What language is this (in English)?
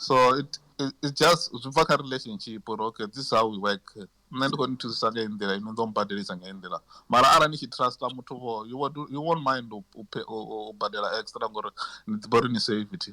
Venda